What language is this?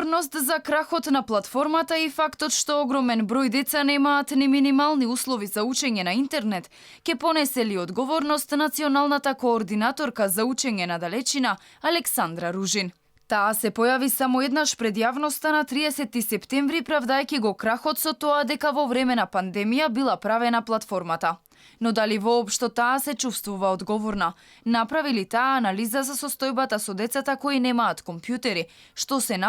Macedonian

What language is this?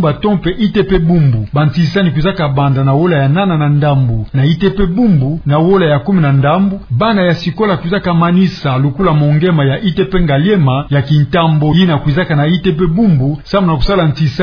Kituba (Democratic Republic of Congo)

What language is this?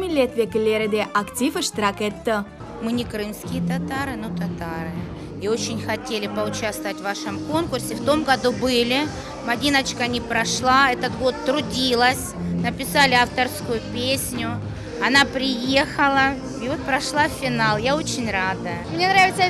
Crimean Tatar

